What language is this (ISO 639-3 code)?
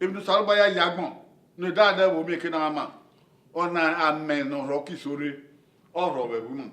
bin